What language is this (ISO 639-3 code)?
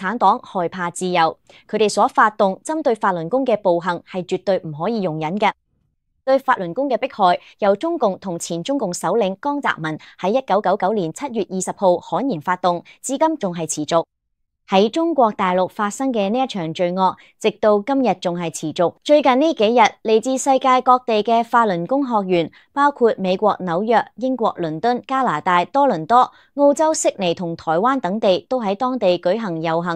yue